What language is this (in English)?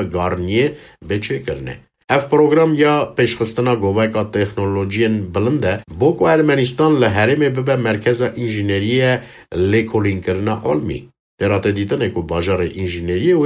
Kurdish